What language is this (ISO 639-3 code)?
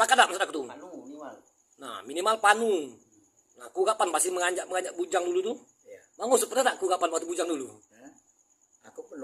mui